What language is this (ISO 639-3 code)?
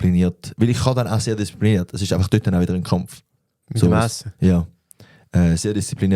gsw